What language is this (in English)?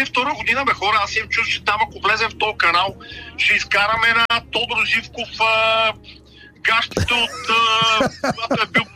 Bulgarian